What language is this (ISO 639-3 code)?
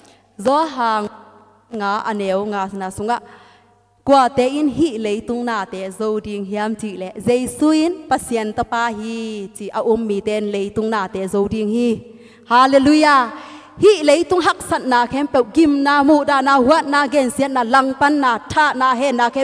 ctd